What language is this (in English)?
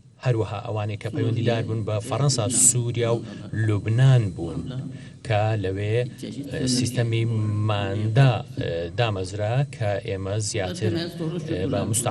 Central Kurdish